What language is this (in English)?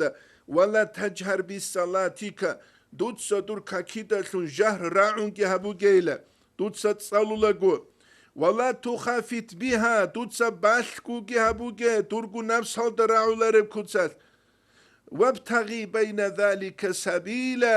Avaric